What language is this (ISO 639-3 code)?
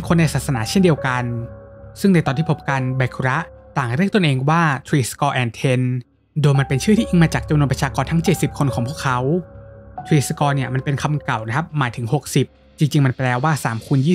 tha